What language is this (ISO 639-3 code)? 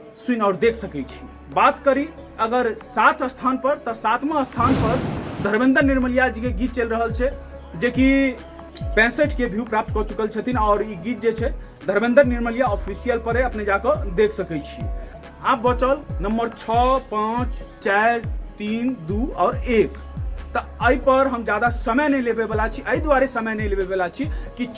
mai